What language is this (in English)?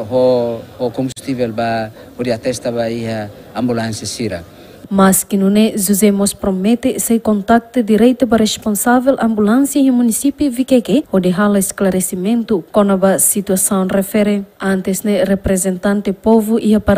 Tetum